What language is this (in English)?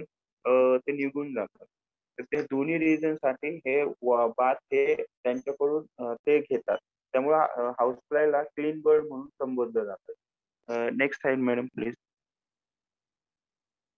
Marathi